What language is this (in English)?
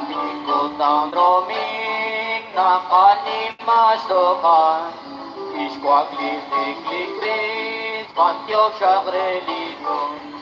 Kekchí